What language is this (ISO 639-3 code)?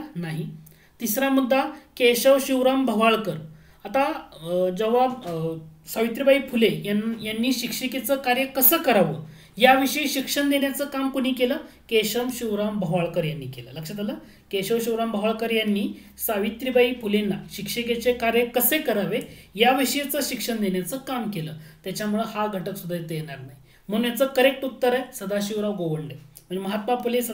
mar